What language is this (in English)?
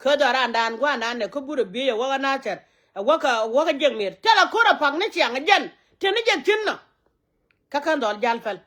Nuer